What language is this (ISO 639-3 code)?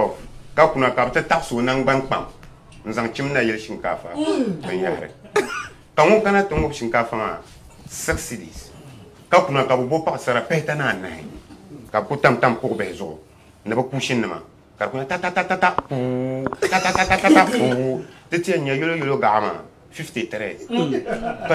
dag